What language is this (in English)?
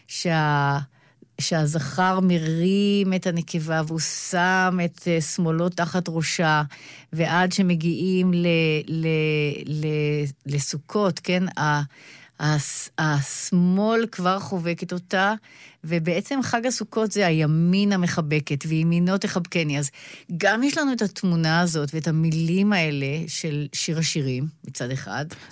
Hebrew